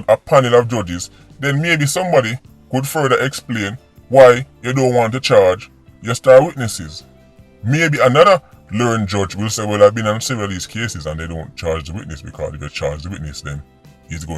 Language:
Jamaican Creole English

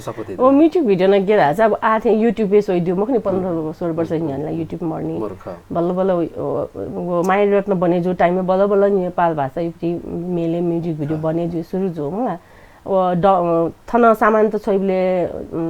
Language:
Newari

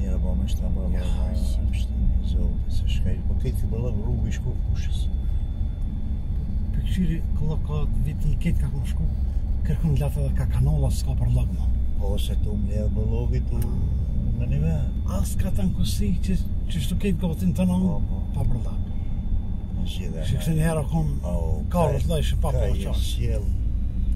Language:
Gheg Albanian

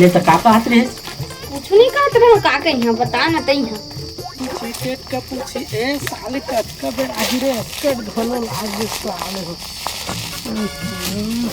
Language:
Chhattisgarhi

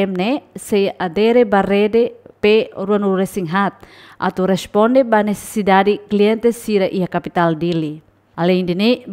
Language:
Tetum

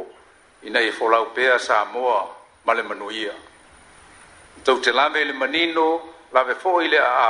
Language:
Samoan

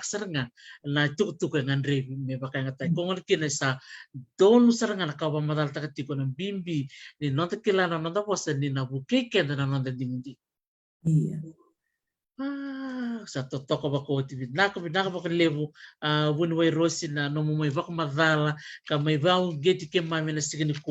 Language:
Fijian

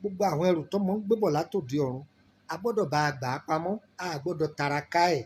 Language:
Yoruba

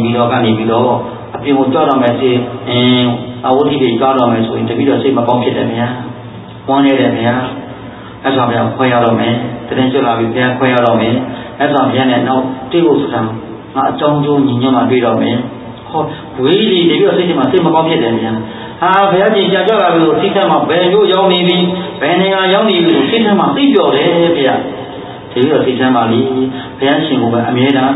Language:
Burmese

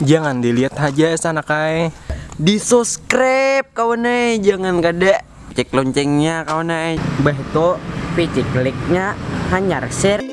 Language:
Banjar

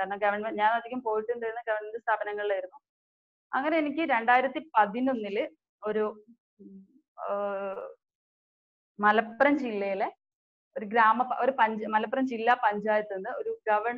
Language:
Malayalam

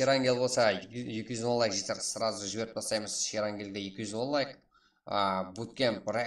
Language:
Kara-Kalpak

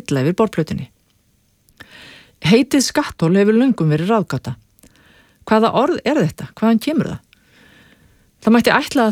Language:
Icelandic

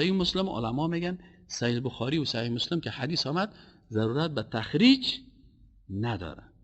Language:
Persian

